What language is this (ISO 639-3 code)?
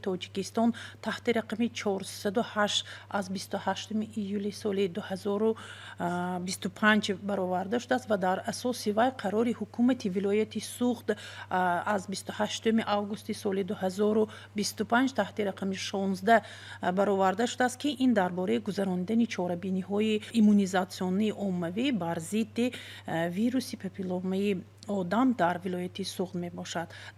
tgk